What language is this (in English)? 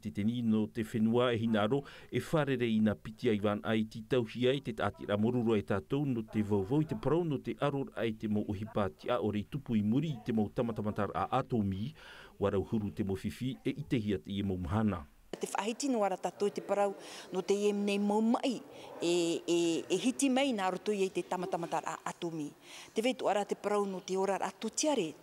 Tahitian